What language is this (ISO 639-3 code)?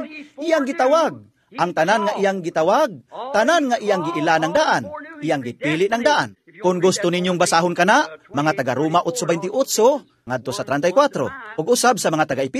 ceb